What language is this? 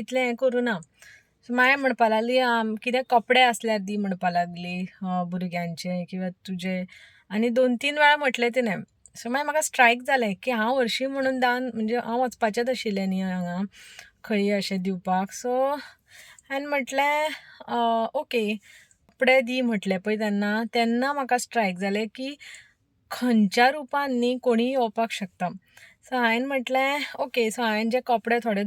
Konkani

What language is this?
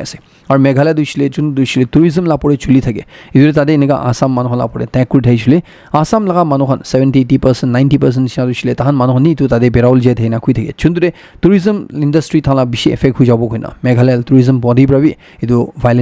Naga Pidgin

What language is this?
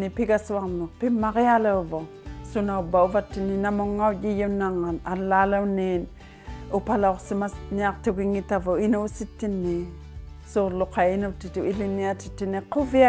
Inuktitut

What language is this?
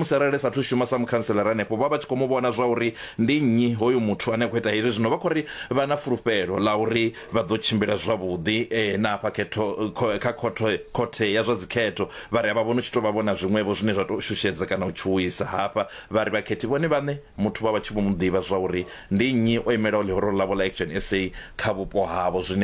Venda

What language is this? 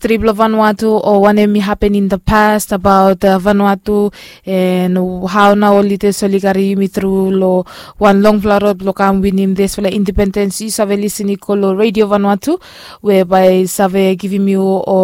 Bislama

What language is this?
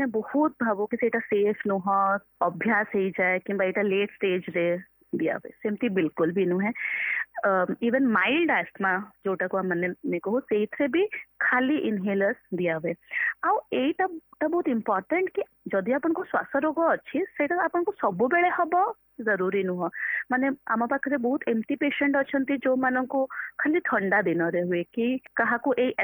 Odia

